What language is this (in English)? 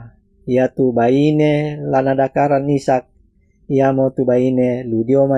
Toraja-Sa'dan